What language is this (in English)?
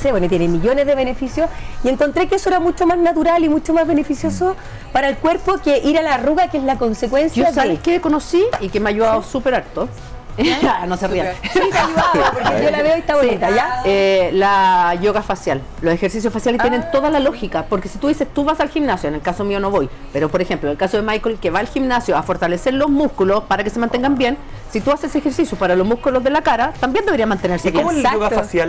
Spanish